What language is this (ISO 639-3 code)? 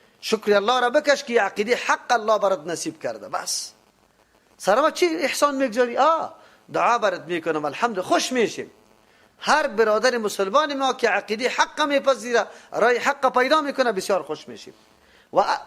fas